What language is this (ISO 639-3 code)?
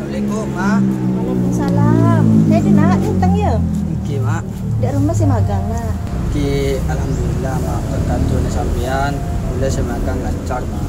mad